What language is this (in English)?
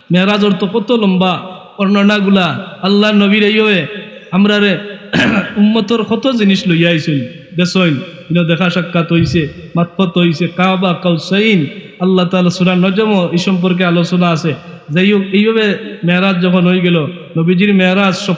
Sylheti